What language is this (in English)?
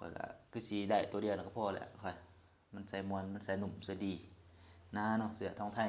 Lao